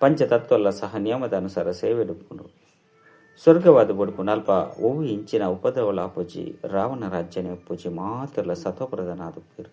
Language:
Tulu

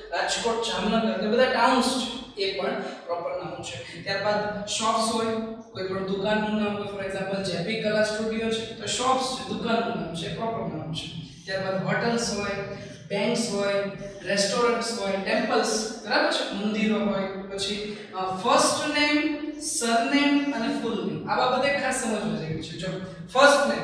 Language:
Gujarati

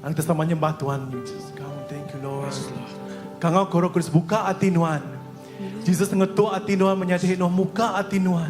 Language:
Iban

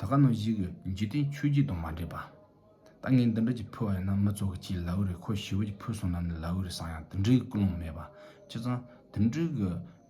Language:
Tibetan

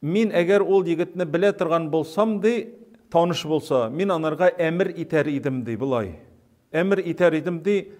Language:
Tatar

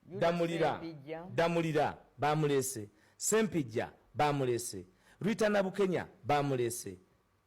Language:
Ganda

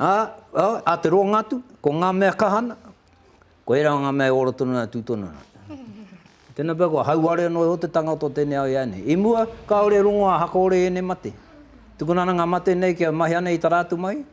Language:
Māori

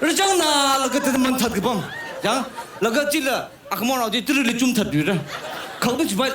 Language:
Tangkhul Naga (India)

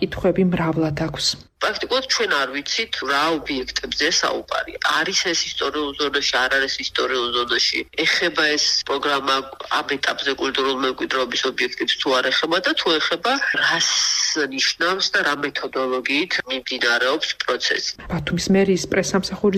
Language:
Georgian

